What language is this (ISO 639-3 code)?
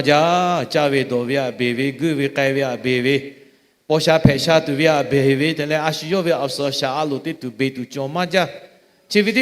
lhu